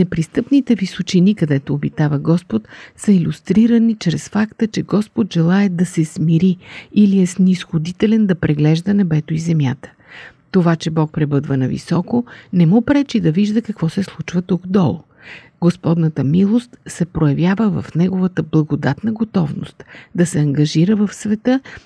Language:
Bulgarian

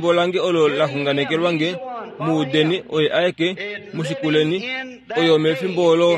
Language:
Kuanyama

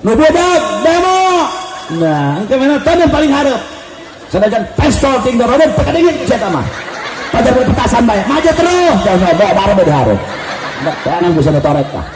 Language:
Sundanese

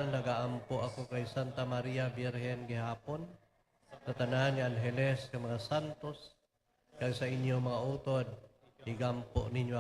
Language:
Hiligaynon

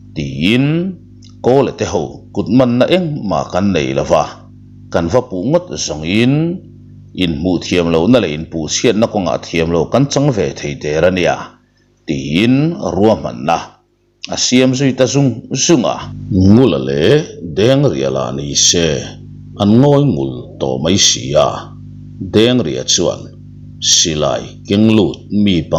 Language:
Mizo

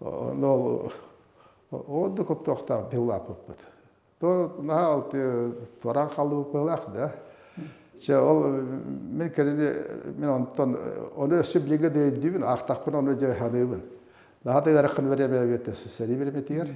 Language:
Yakut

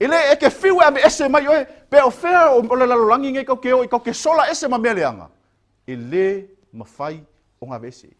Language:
Samoan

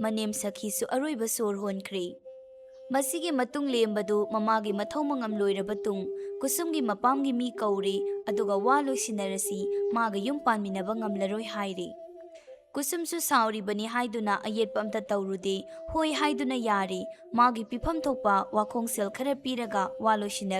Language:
Manipuri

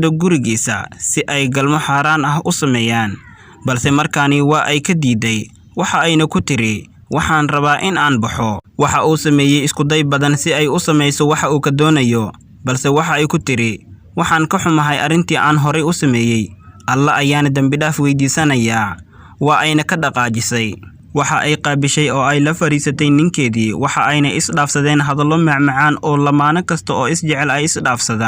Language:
Somali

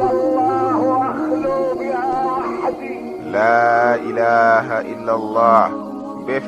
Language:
Bambara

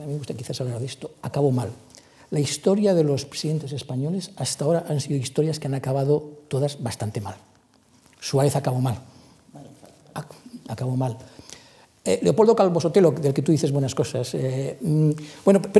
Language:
Spanish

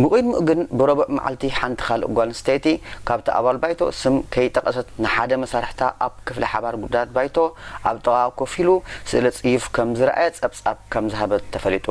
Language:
Tigrinya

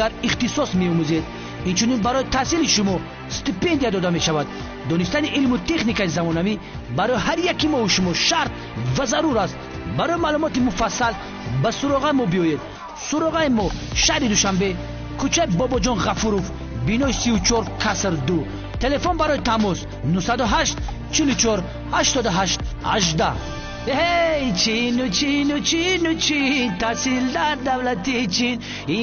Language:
Tajik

